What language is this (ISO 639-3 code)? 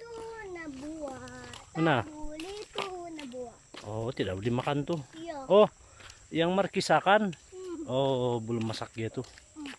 msi